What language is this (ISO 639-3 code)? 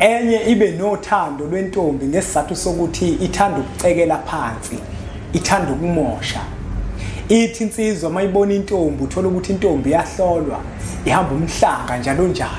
zul